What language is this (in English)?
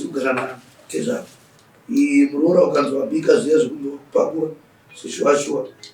Shona